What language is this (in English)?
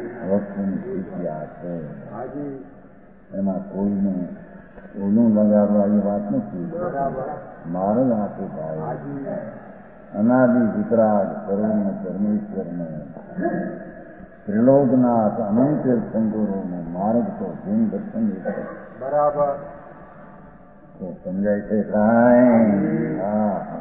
Gujarati